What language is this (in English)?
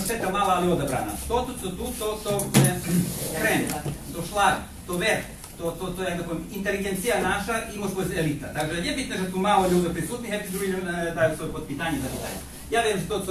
Rusyn